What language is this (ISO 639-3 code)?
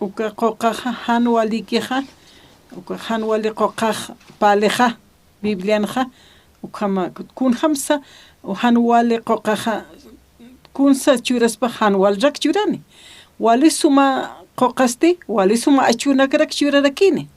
aym